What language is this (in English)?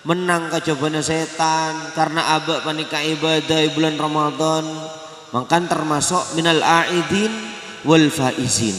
Madurese